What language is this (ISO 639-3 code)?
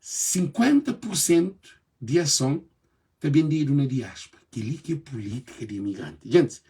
kea